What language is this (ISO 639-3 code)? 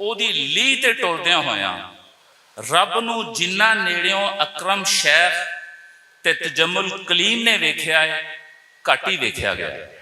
lah